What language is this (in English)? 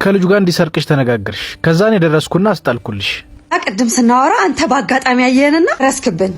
Amharic